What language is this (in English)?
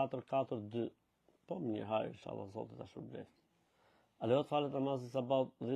Albanian